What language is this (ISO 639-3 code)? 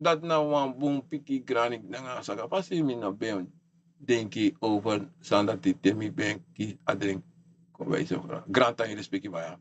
srn